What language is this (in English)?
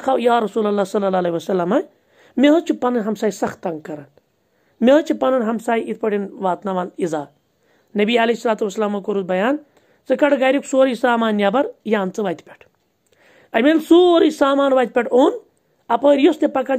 Kashmiri